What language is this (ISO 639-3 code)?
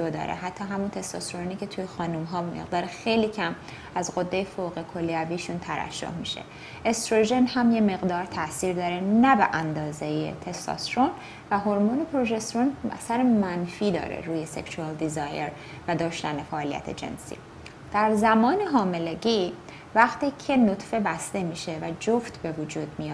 fas